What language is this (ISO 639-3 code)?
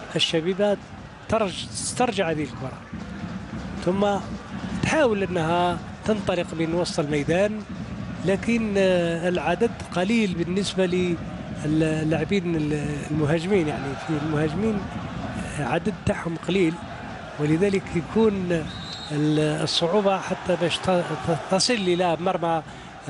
arq